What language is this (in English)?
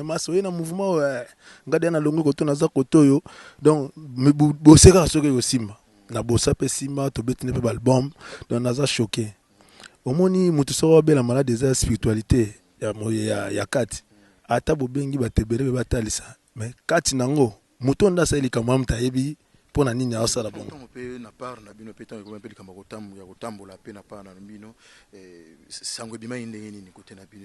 Lingala